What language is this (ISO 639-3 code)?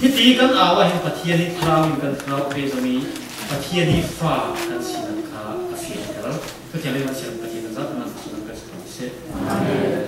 cfm